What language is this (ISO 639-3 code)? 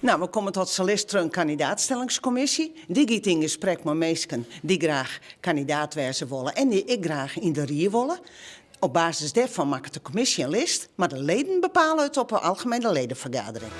fry